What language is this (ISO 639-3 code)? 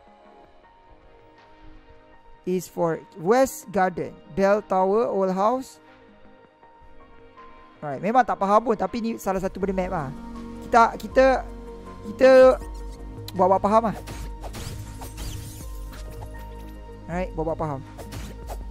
msa